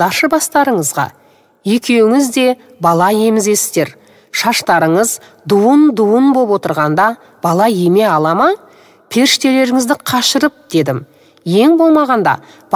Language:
Kazakh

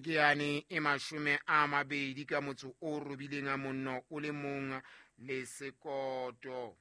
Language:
Southern Sotho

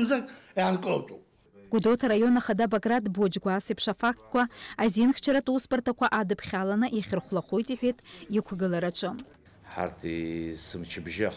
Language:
Abkhazian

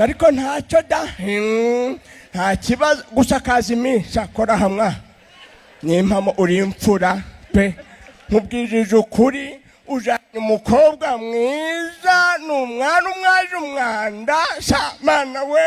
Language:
Kinyarwanda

